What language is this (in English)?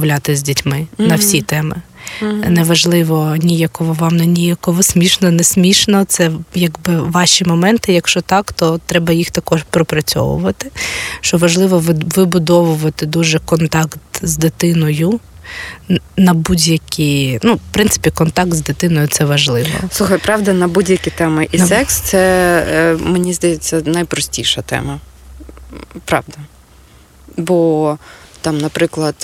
Ukrainian